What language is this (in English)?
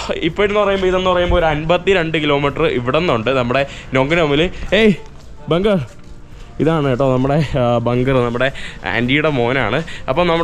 Malayalam